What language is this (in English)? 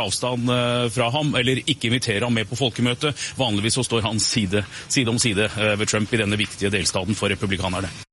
Norwegian